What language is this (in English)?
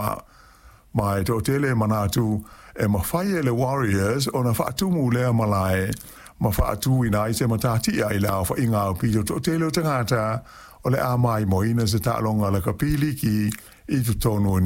Samoan